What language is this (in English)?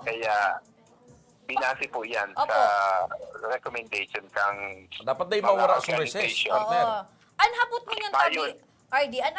Bikol